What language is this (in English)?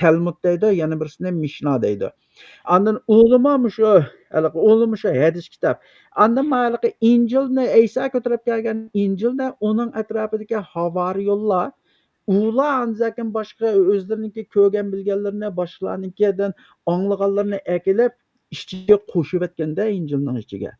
Uyghur